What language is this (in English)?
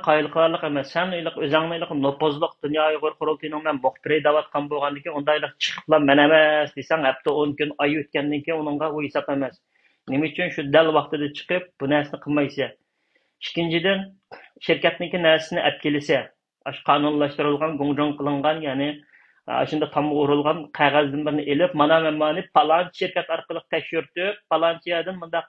Uyghur